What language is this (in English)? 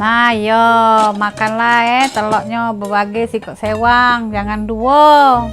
Musi